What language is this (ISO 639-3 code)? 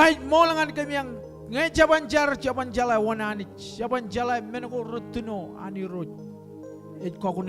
mah